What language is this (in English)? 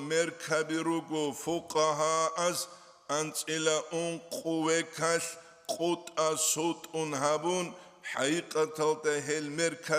Avaric